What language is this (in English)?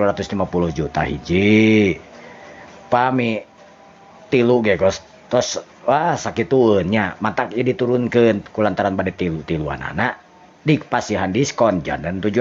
Sundanese